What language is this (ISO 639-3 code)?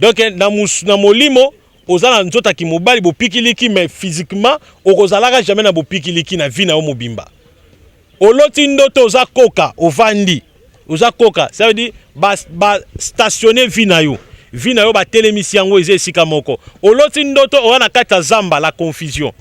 lin